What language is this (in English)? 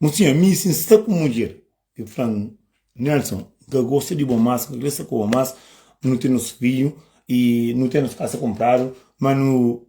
Kabuverdianu